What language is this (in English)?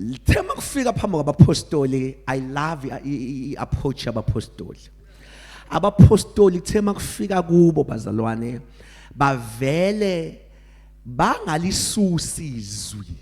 Zulu